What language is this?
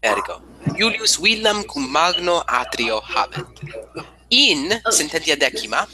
Latin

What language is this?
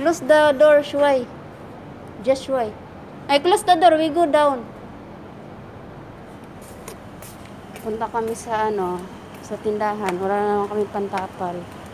Filipino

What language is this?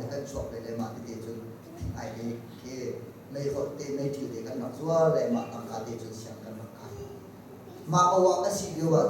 Hakha Chin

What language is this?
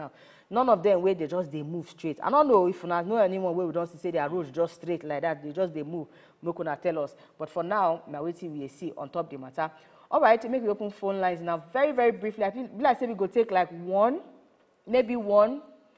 Nigerian Pidgin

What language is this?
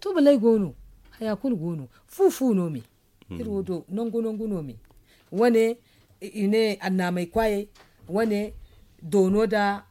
Zarma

